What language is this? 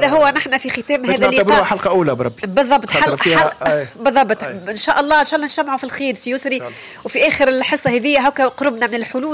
Tunisian Arabic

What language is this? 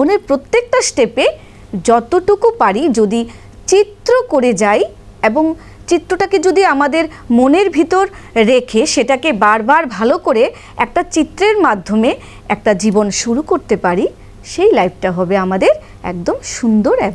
Bangla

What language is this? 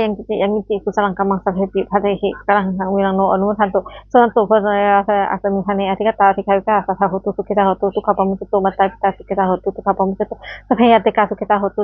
Pali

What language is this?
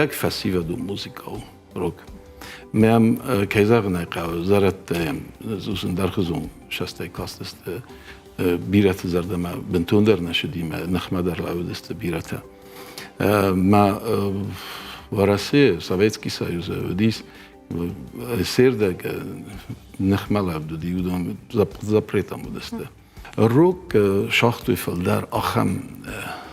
Ossetic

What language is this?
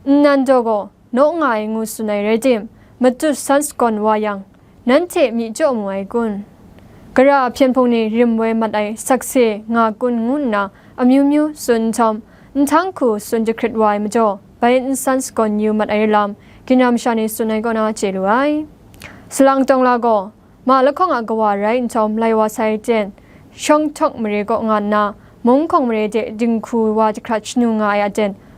Kachin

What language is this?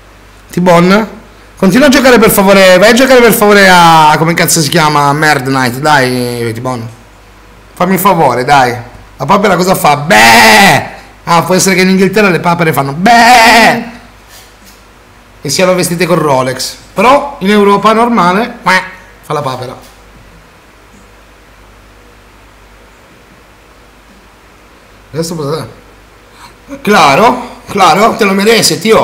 Italian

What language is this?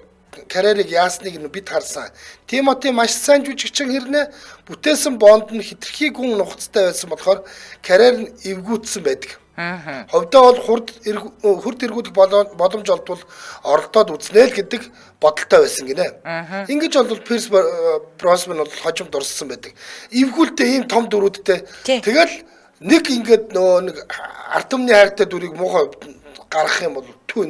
Mongolian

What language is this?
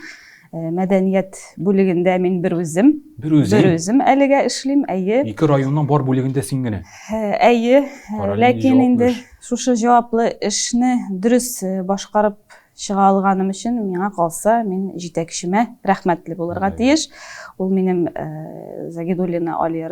Tatar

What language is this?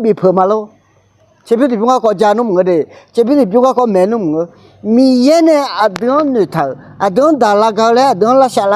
Akha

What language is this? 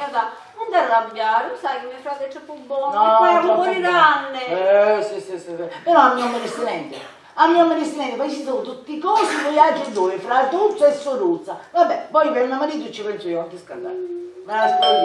Sicilian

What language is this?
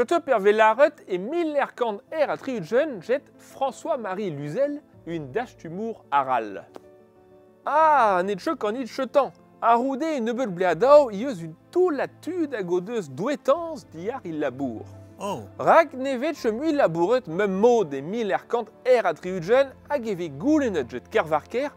Breton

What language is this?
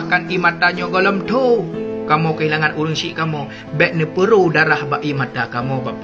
Achinese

